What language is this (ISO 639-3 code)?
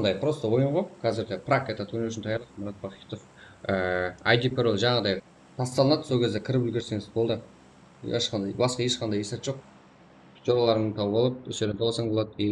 kaa